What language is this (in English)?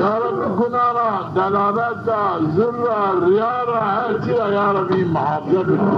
Zaza